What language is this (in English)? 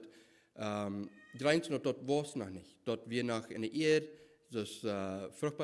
Plautdietsch